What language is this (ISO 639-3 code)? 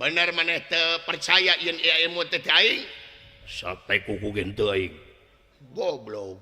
sun